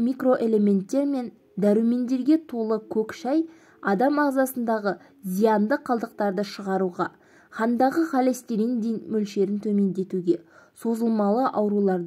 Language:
Kazakh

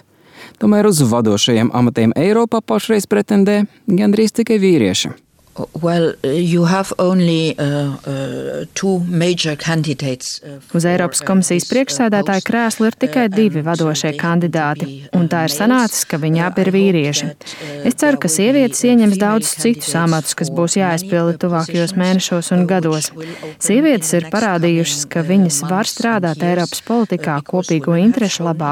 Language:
Latvian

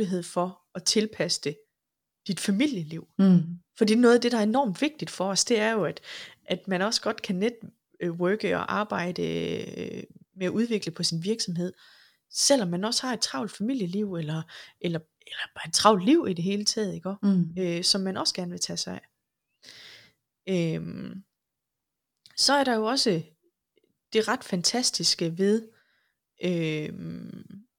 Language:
Danish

